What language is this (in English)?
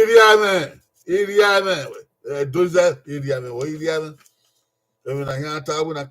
Bini